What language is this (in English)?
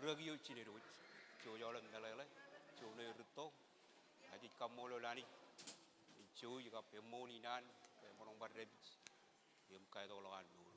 Marshallese